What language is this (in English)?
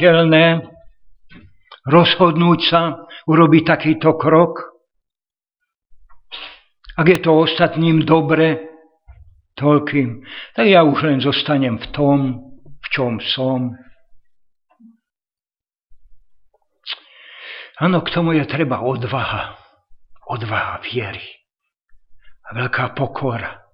Slovak